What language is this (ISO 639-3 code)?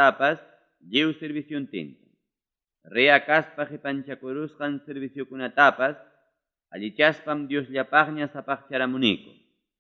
quy